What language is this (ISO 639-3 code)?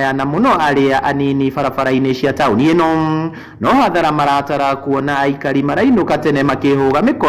kik